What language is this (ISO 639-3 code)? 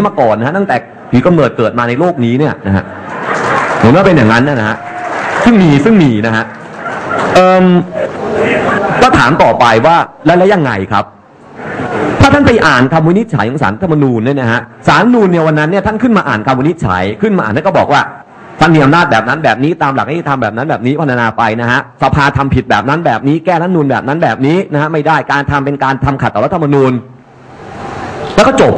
tha